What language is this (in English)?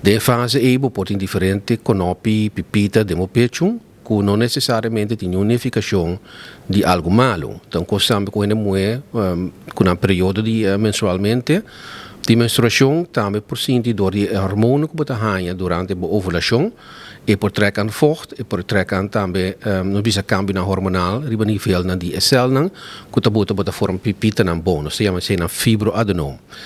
Papiamento